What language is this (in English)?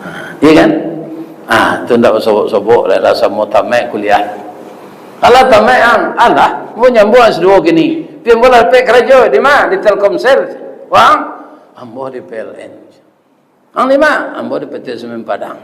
Minangkabau